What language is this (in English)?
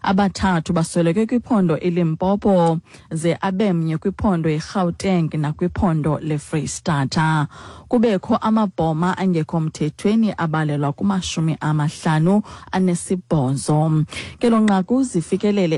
Xhosa